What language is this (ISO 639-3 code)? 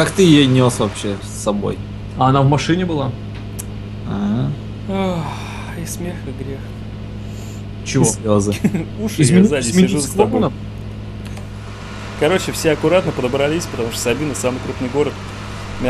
rus